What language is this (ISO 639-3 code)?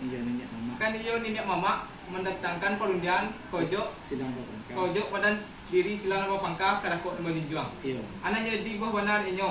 min